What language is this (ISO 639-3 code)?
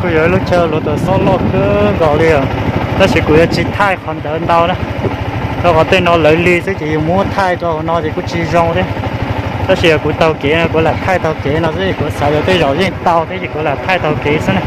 hmn